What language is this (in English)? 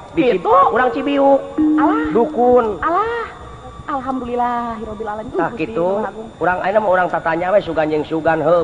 Sundanese